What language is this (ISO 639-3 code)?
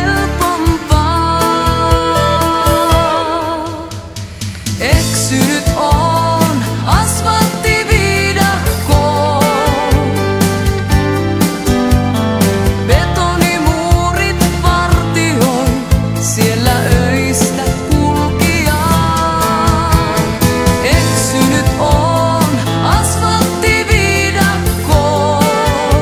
fin